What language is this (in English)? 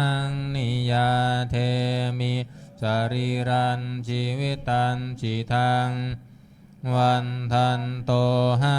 Pali